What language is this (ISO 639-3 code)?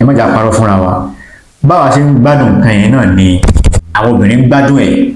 yor